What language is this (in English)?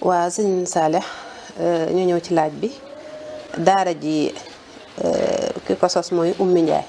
Wolof